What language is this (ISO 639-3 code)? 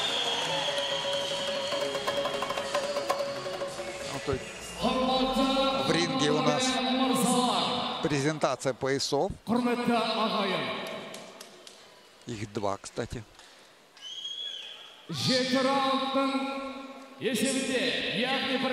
kaz